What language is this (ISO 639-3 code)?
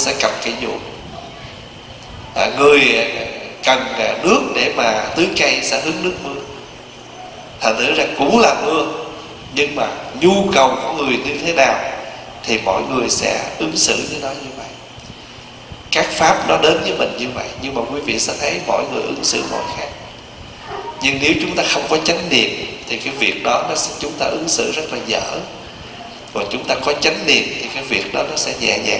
vie